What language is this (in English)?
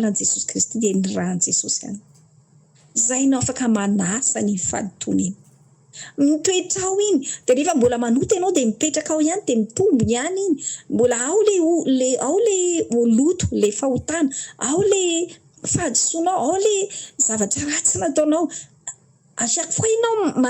Malagasy